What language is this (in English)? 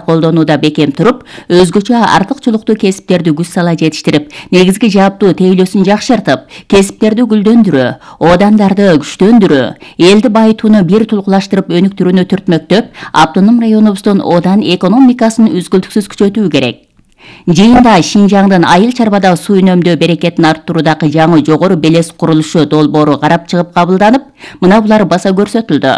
Kyrgyz